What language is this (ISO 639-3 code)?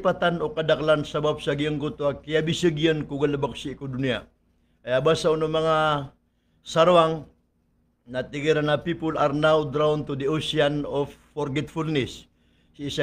mrw